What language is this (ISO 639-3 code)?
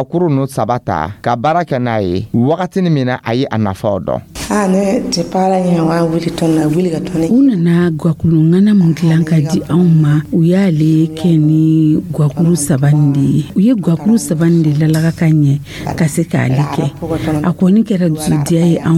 dyu